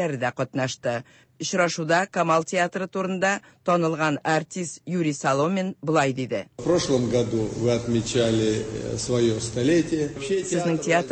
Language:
Tatar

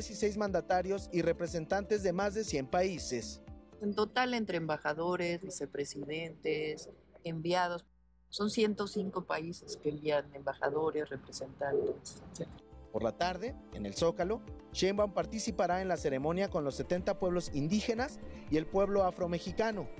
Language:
Spanish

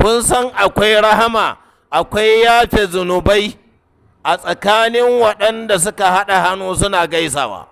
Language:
Hausa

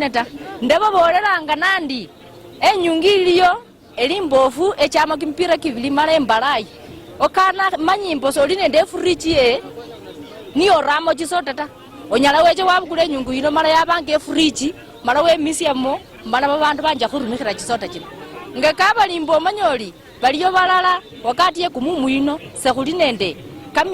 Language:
Luyia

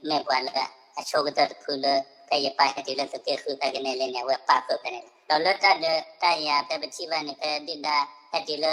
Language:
S'gaw Karen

